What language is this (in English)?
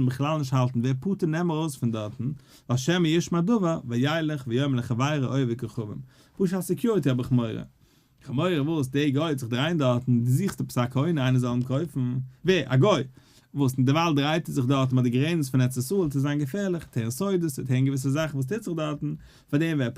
Yiddish